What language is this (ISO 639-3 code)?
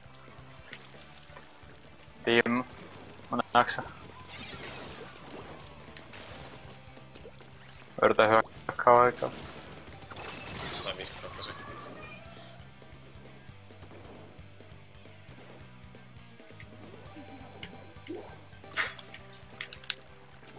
fin